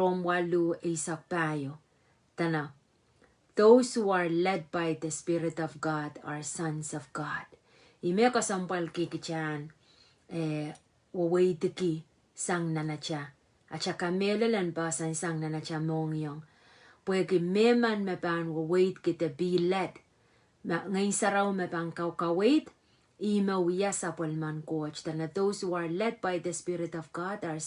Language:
Pohnpeian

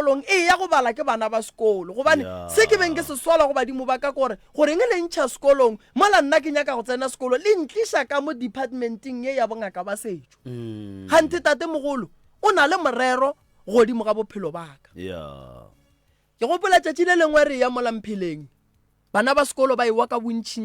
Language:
Northern Sotho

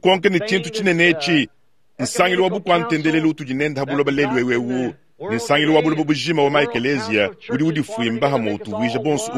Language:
Luba-Lulua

